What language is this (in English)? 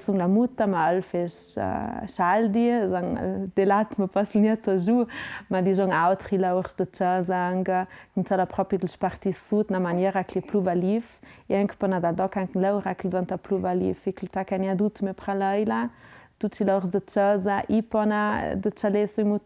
Ladin